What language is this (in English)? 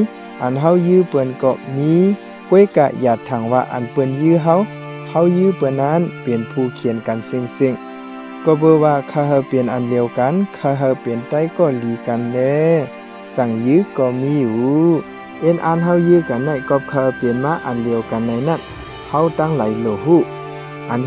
Shan